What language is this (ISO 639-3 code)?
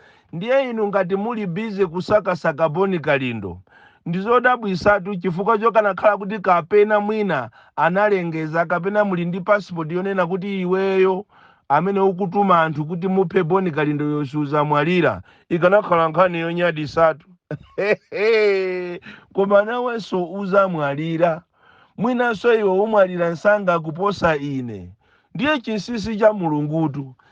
nya